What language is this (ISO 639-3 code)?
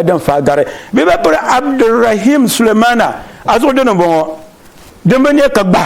dag